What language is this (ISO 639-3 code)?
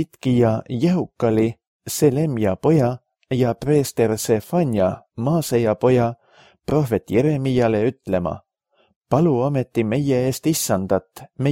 est